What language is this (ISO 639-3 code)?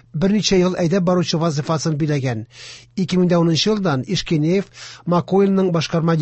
tat